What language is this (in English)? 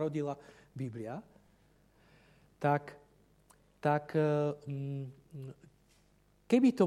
Slovak